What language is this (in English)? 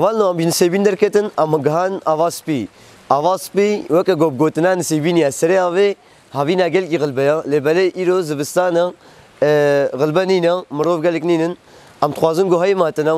Kurdish